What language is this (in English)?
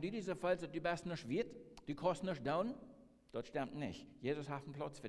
Plautdietsch